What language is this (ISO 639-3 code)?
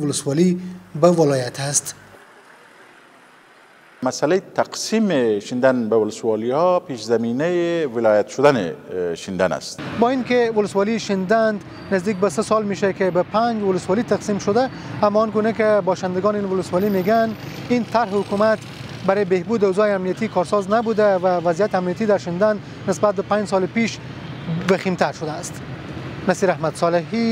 fas